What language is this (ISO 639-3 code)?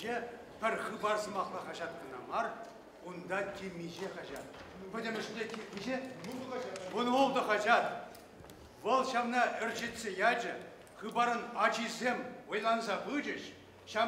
chv